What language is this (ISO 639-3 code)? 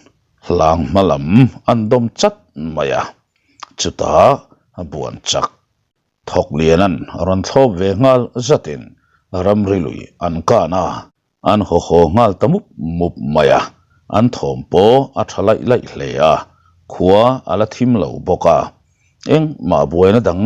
lus